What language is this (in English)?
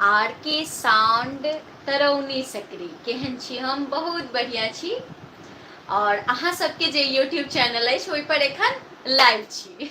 Maithili